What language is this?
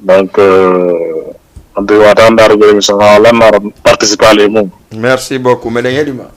Fula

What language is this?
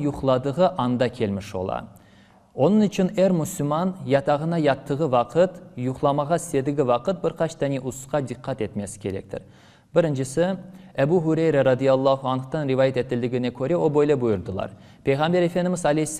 Crimean Tatar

